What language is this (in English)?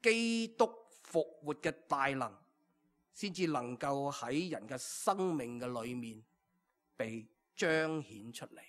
Cantonese